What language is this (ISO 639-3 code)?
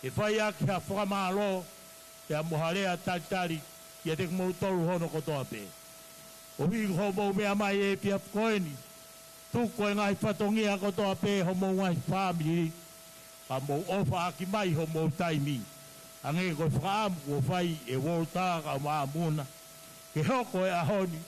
ton